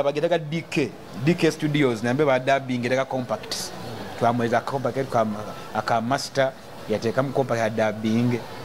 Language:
Nyoro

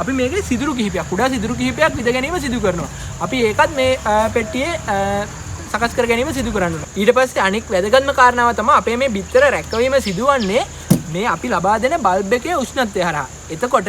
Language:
Sinhala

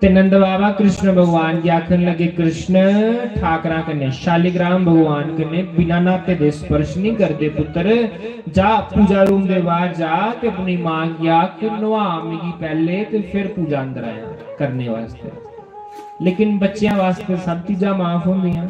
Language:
Dogri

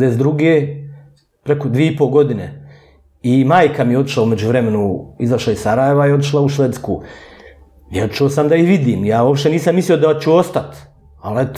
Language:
Bosnian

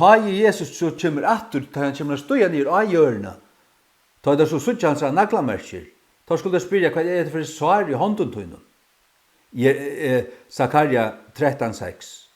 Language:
Faroese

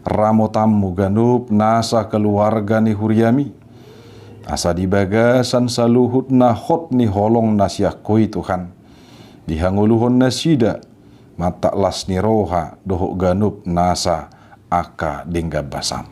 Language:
Batak Toba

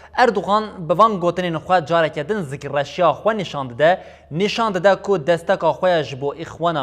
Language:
Kurdish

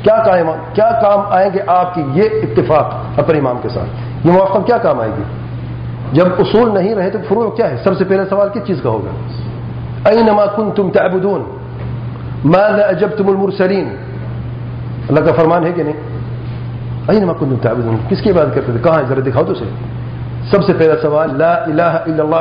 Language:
Urdu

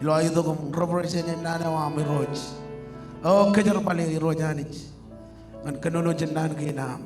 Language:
Marshallese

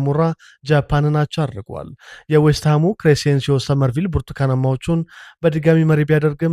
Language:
Amharic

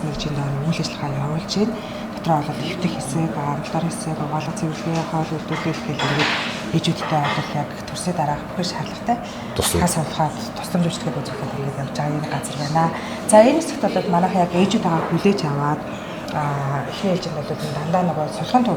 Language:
Mongolian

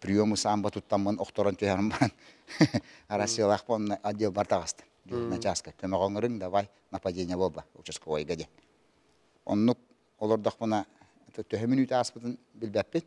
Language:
Yakut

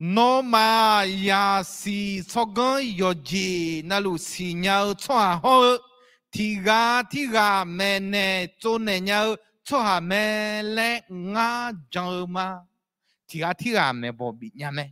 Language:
Akha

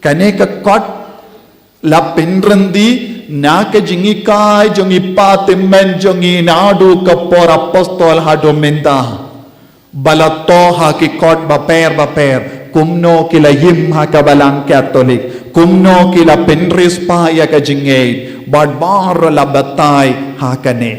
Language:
Khasi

